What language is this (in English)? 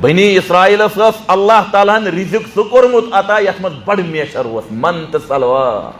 Kashmiri